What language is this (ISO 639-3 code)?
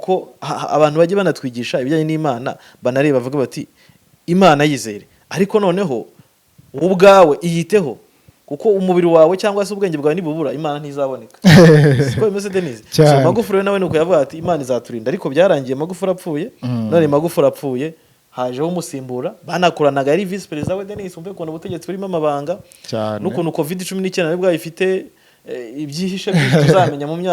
kin